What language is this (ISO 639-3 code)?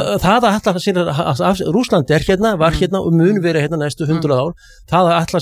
isl